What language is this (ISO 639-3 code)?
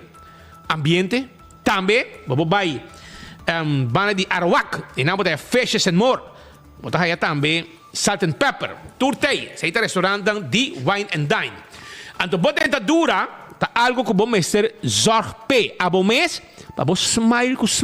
pap